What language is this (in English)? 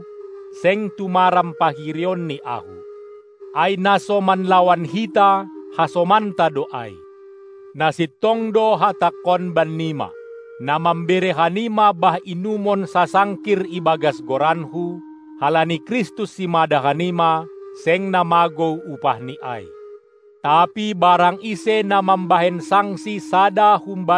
Batak Simalungun